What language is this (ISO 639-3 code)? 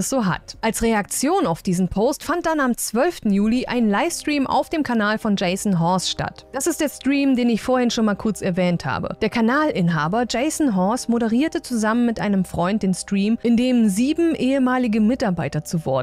deu